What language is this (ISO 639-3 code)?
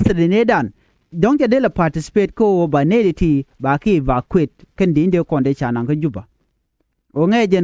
nus